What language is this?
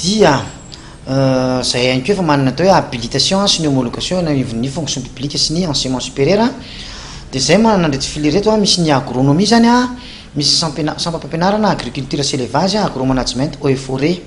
Malagasy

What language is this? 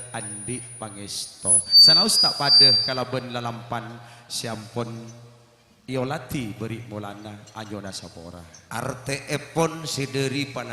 Madurese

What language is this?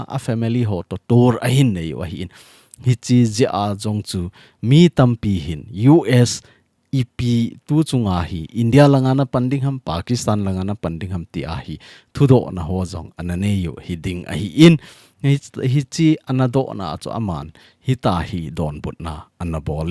Thado Chin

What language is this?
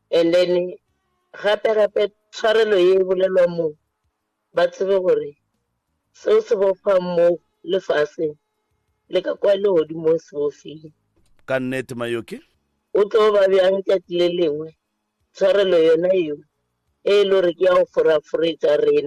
Northern Sotho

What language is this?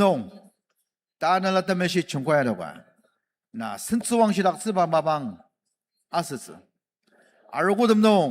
Ao Naga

